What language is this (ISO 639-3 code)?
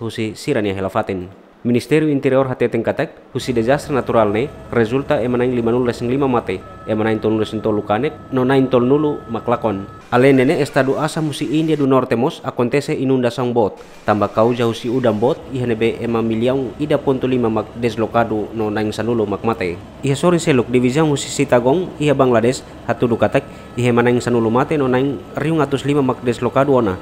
tet